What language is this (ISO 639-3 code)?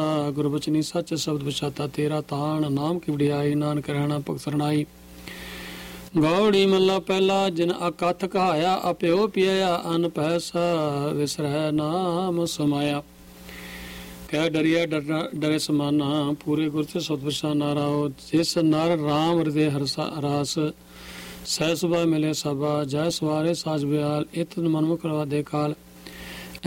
pan